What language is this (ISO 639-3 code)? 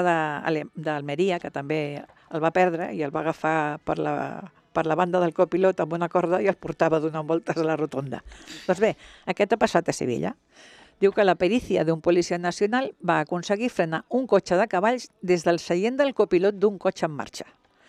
cat